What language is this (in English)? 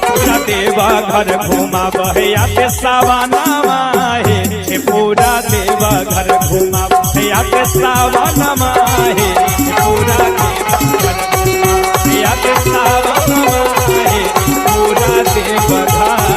Magahi